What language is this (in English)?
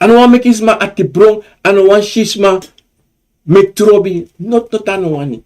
Sranan Tongo